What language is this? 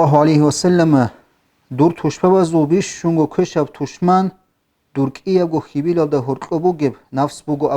Avaric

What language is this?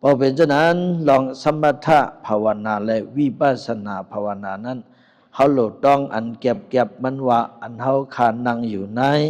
Shan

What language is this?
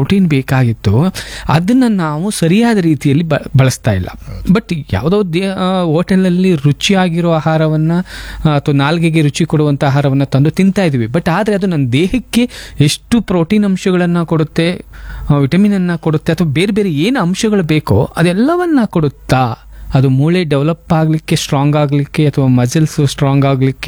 Kannada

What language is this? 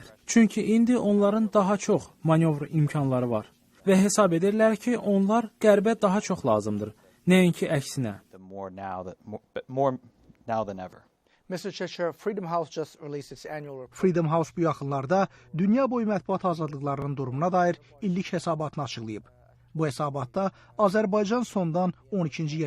Azerbaijani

